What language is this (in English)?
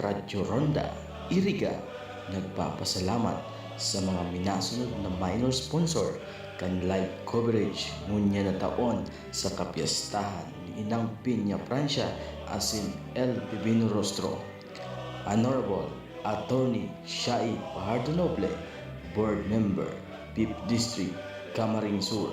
Bikol